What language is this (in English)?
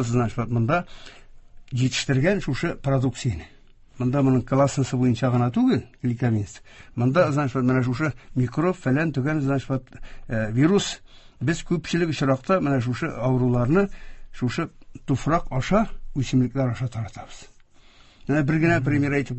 Tatar